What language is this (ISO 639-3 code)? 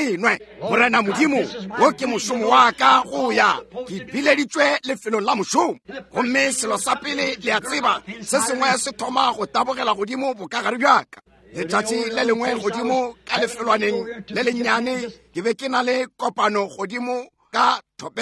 nso